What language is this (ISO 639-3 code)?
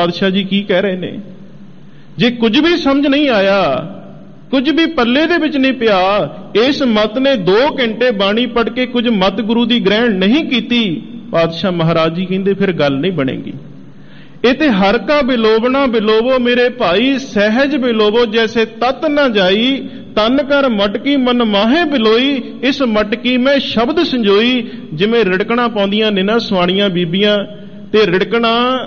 pan